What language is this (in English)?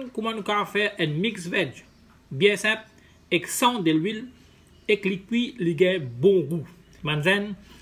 Morisyen